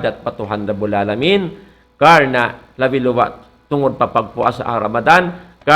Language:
Tausug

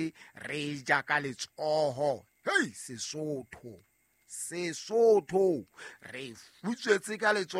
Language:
Southern Sotho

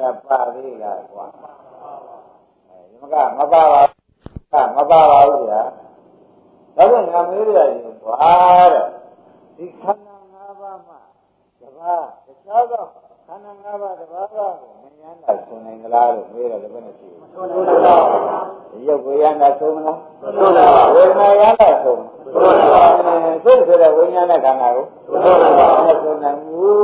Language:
Burmese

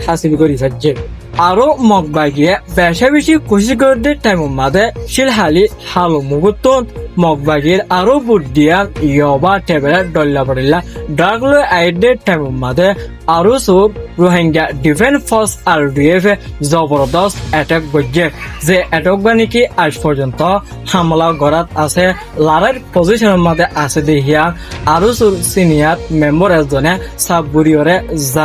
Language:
Rohingya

